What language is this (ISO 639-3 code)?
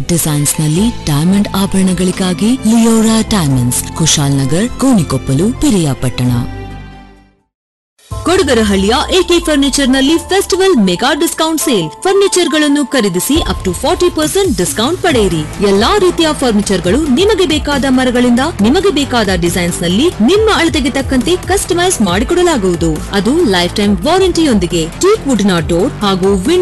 kan